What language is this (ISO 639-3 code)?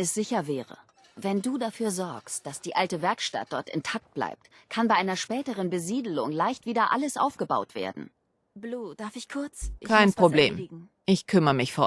bar